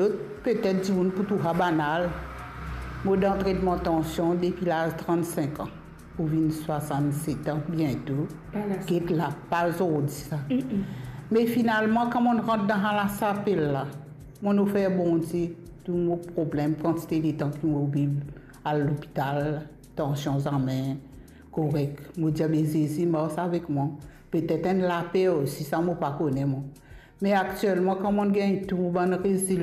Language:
Morisyen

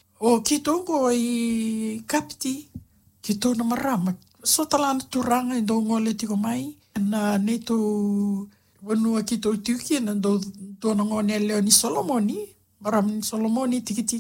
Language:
Fijian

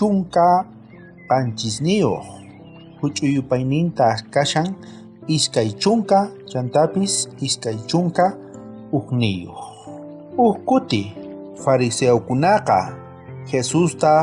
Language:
South Bolivian Quechua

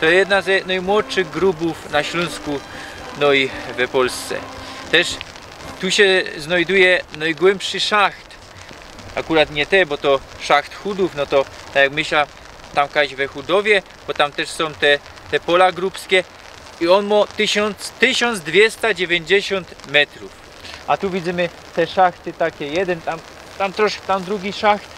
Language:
Silesian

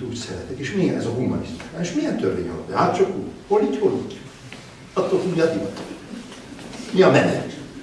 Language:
Hungarian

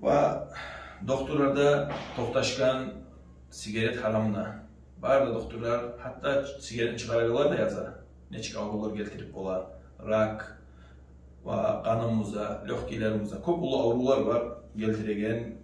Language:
Kumyk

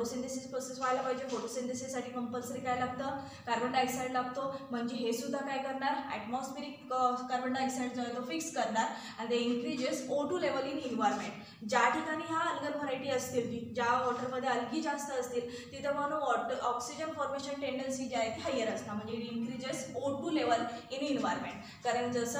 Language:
Marathi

